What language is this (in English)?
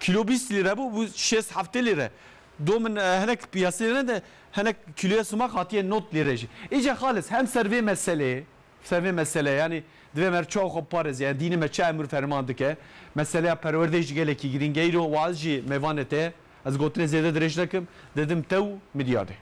Kurdish